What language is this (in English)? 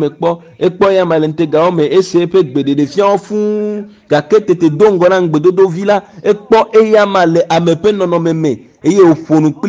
Ewe